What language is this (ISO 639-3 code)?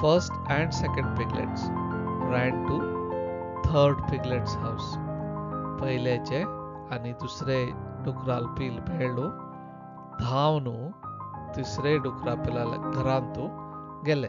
kok